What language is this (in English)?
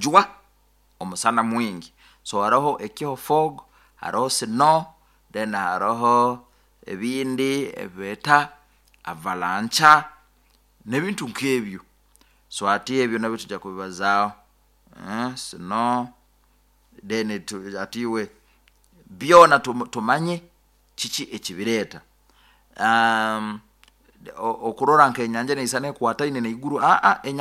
Nyoro